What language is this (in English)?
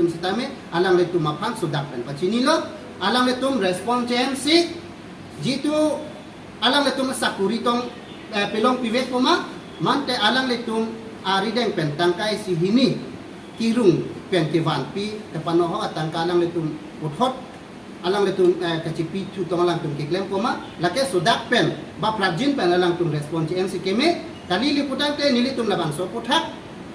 Karbi